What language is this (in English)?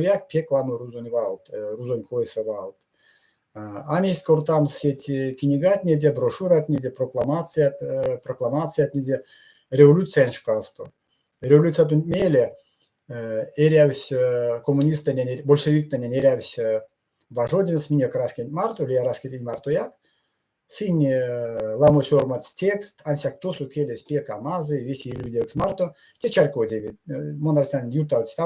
Erzya